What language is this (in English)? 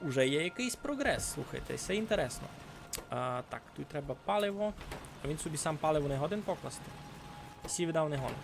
Rusyn